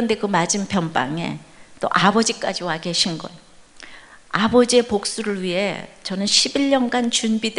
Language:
Korean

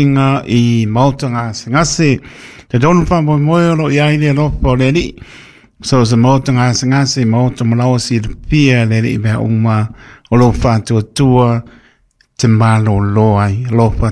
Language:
Samoan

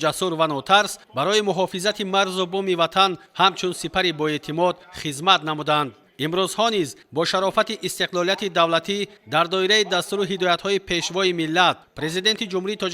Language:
Tajik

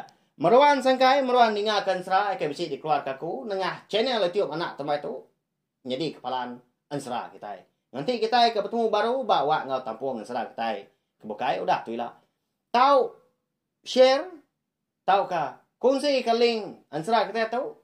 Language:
Iban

